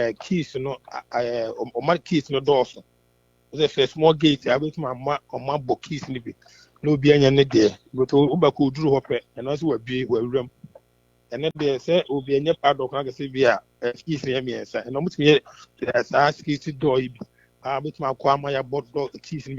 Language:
Akan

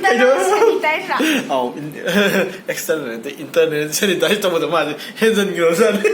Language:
Manipuri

